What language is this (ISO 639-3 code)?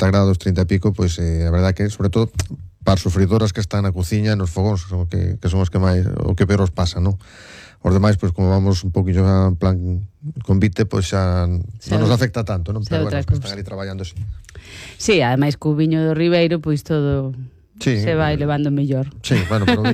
glg